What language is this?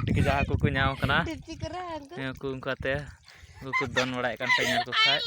Santali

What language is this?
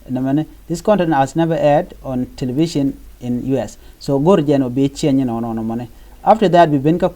Nuer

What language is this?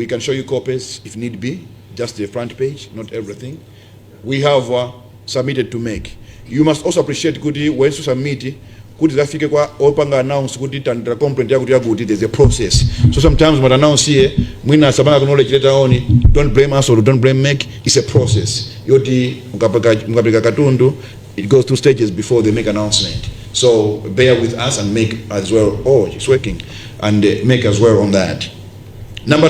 Nyanja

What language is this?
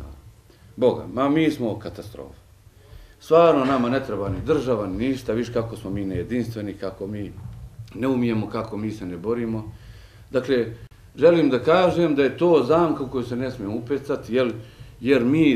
Bosnian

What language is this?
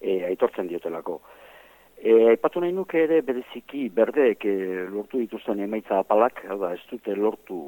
Basque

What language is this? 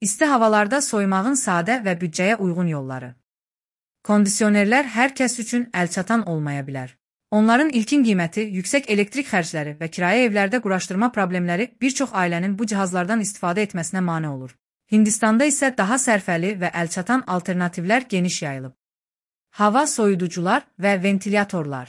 Azerbaijani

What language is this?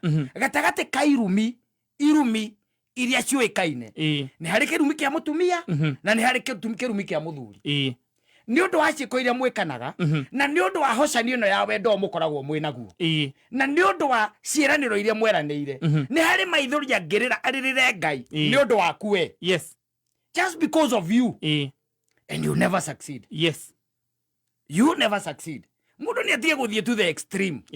Kikuyu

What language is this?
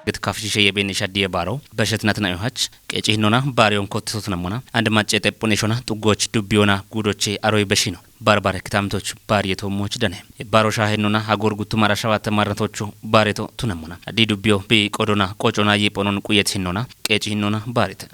Kafa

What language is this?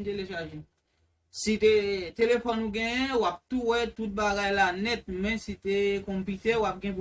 Haitian Creole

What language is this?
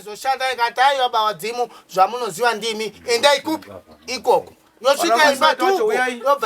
Shona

